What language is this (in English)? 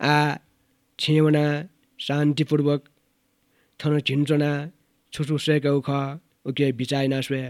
Newari